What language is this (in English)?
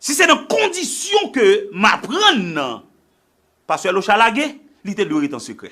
Haitian Creole